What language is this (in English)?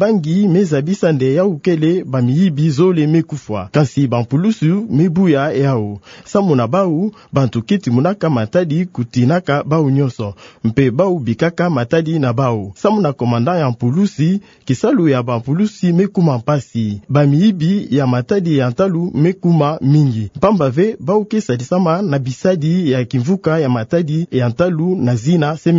Kituba (Democratic Republic of Congo)